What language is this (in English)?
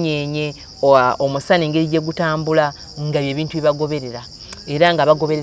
Ganda